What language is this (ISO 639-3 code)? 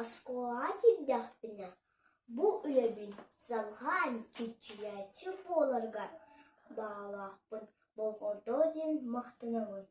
sah